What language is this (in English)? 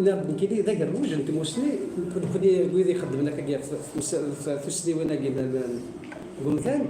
Kabyle